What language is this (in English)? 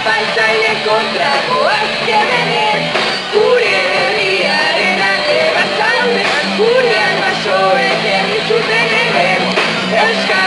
Basque